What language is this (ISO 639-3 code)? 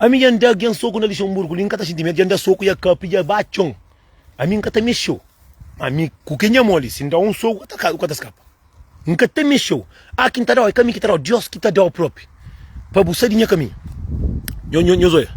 kea